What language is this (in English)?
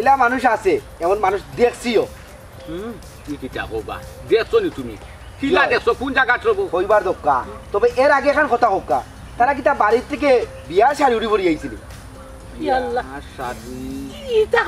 Sylheti